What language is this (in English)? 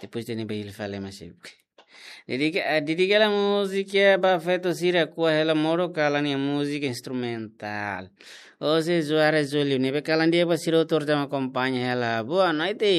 Tetum